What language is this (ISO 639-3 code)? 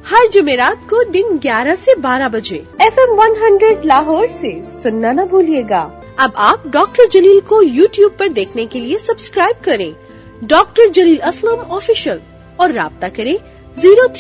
urd